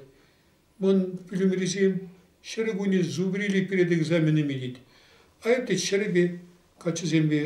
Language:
Chuvash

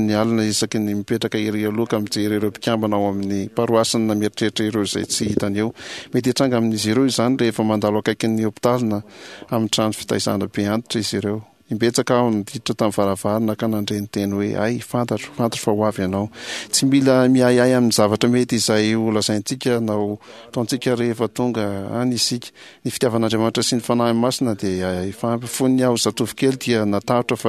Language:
Malagasy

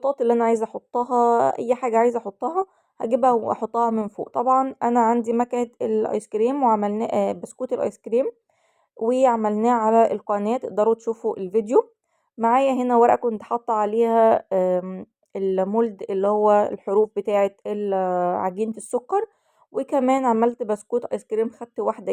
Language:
Egyptian Arabic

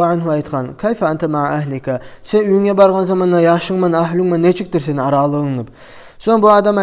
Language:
Kumyk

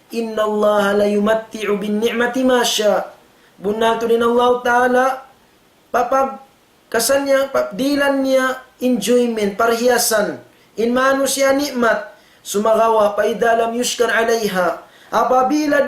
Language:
Tausug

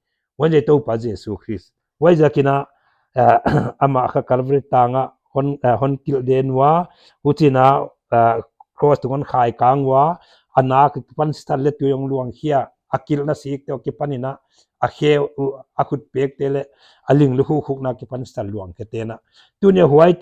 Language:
Paite Chin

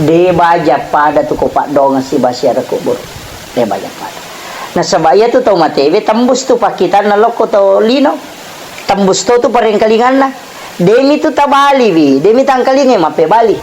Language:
Buginese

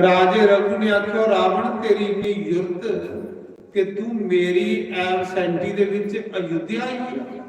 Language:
Dogri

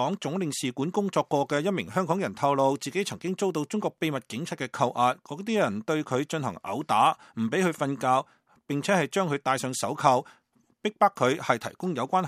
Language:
Cantonese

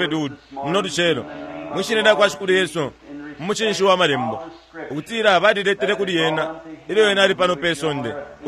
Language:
Bemba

